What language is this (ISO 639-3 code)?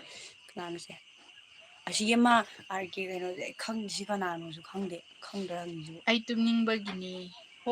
mni